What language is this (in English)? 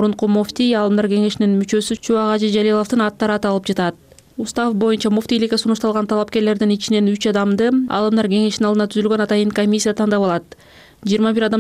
Kyrgyz